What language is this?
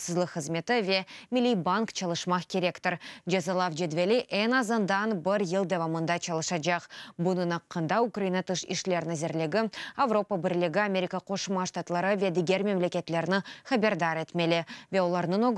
Crimean Tatar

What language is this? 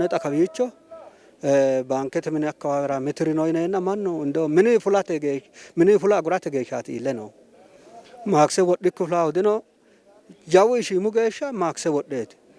Sidamo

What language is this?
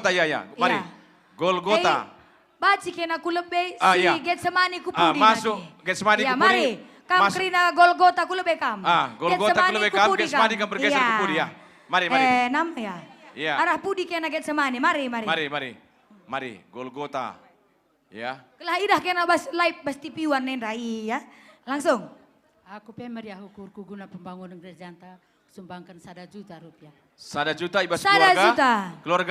Batak Karo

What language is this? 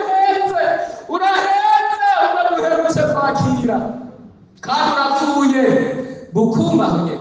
Rundi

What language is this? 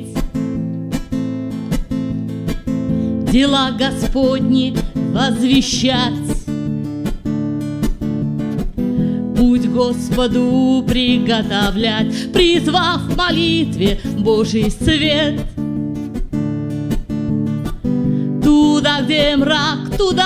Russian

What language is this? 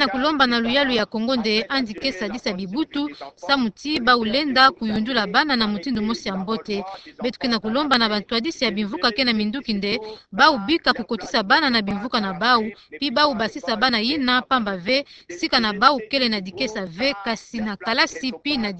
Kituba (Democratic Republic of Congo)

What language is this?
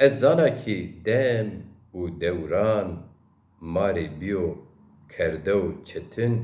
Zaza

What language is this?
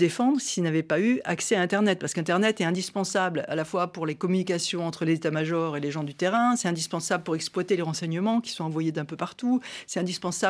French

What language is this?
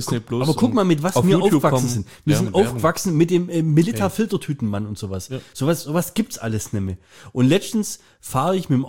German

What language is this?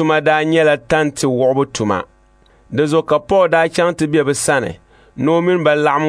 Dagbani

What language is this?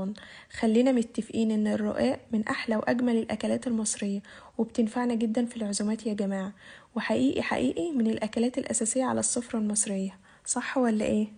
Egyptian Arabic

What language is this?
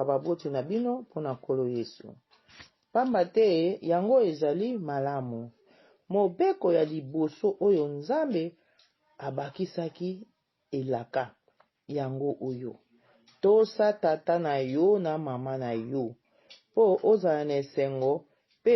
Lingala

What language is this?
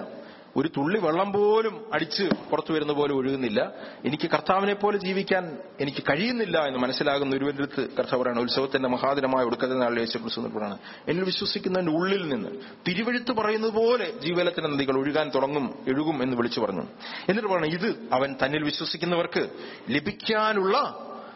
Malayalam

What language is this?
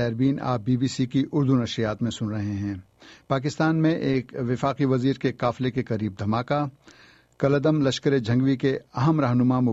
Urdu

